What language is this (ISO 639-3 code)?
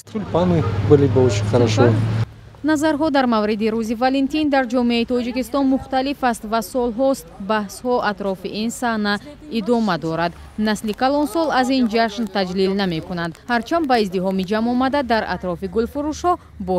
tgk